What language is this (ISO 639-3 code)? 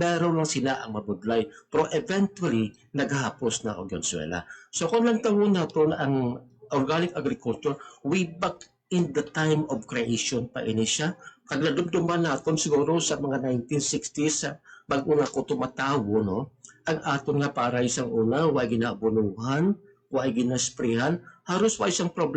hil